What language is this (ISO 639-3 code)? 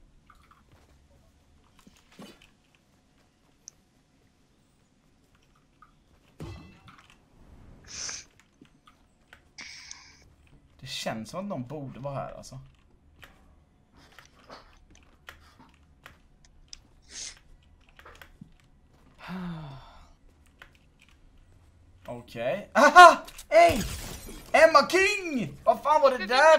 swe